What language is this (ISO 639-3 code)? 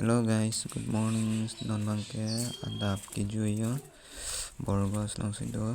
mjw